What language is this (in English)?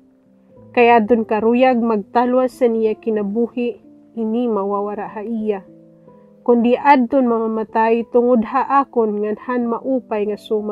Waray